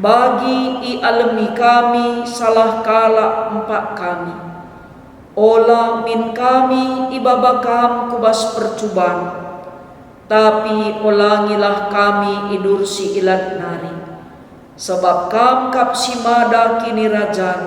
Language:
Batak Karo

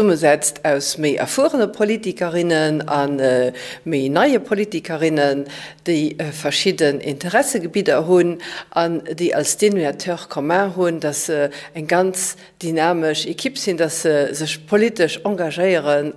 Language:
Luxembourgish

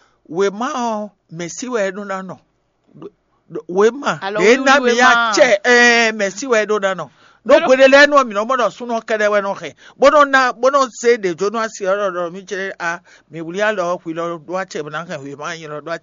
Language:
Fon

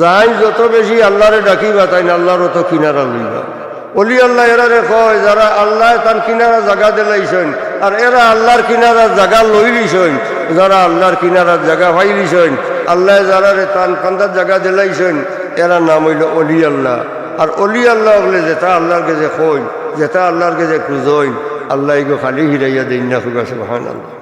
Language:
Sylheti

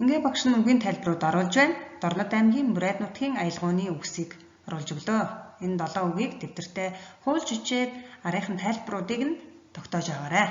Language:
Mongolian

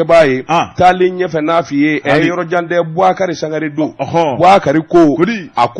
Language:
Bambara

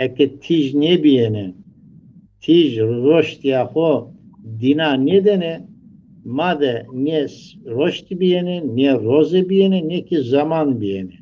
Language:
Zaza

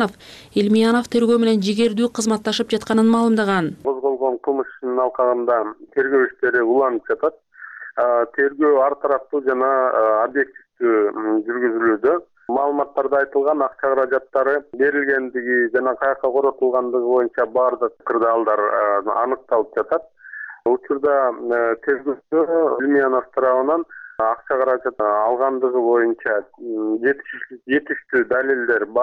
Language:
Kyrgyz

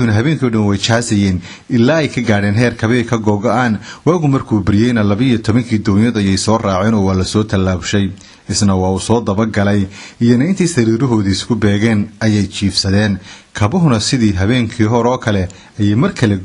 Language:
Somali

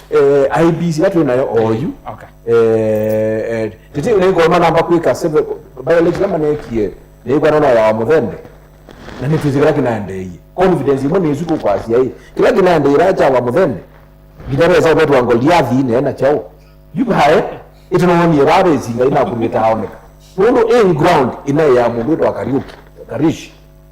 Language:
Kamba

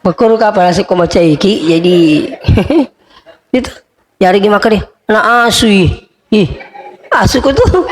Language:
Buginese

